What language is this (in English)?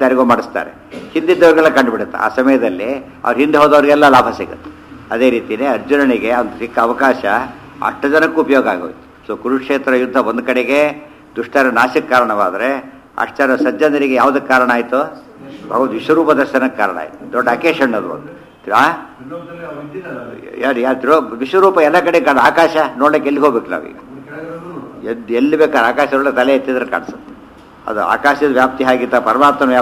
Kannada